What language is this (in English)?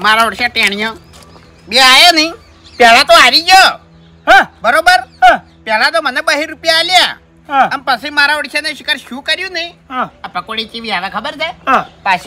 Gujarati